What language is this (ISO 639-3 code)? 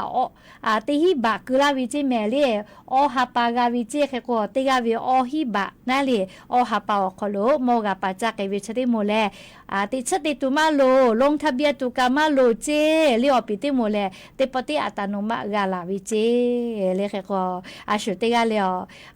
lhu